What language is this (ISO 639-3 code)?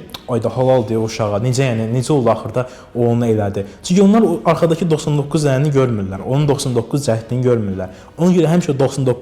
aze